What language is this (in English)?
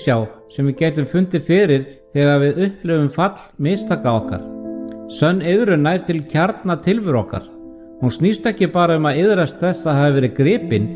Icelandic